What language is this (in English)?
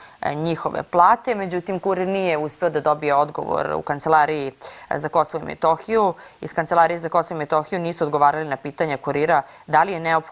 Serbian